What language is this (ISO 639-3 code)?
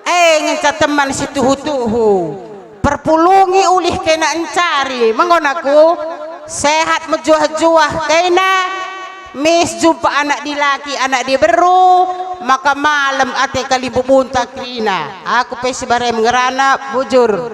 btx